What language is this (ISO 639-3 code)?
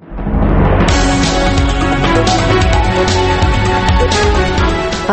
kaz